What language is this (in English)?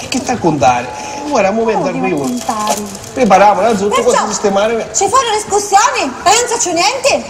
Sicilian